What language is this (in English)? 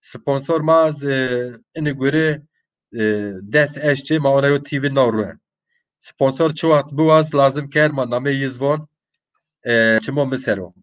Zaza